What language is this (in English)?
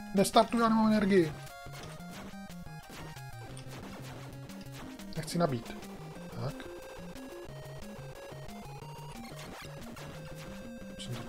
Czech